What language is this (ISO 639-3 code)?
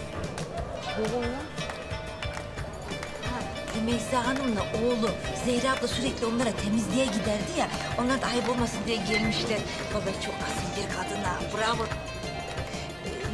tur